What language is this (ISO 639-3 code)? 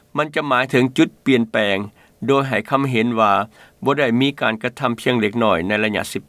lao